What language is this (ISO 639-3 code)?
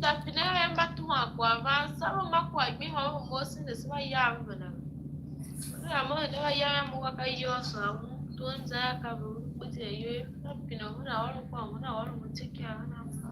tiv